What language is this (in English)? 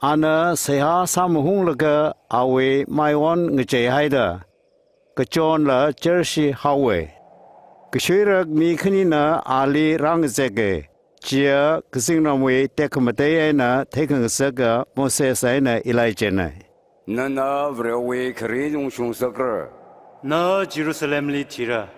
Tangkhul Naga (India)